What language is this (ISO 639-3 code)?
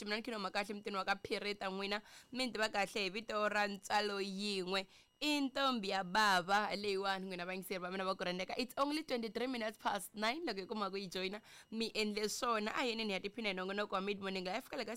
tso